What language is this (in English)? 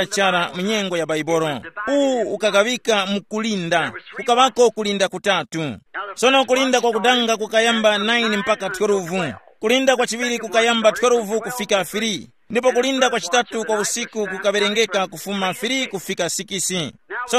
Tumbuka